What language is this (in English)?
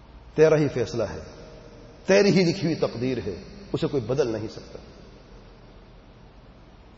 Urdu